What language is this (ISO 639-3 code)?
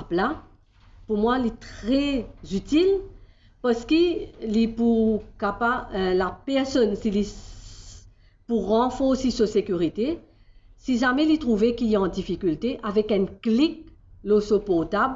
mfe